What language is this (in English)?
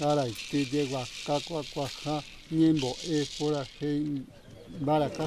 Guarani